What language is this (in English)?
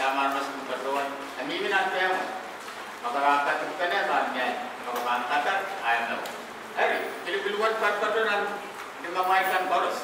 Pohnpeian